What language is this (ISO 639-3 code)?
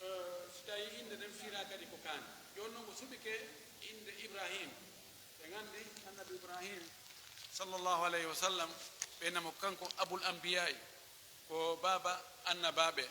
fuf